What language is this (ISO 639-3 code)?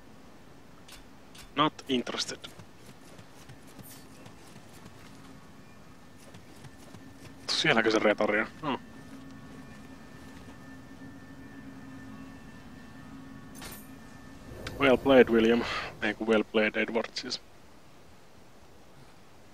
fin